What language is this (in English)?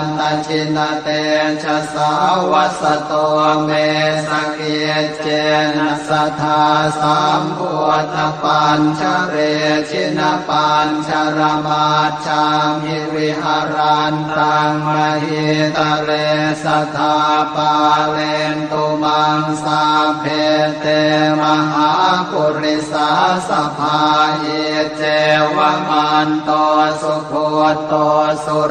Pali